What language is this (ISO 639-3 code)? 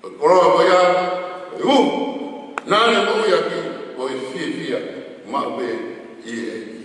ton